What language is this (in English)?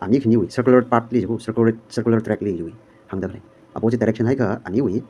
Tangkhul Naga (India)